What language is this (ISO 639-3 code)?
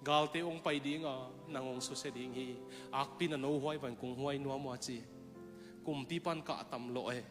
ctd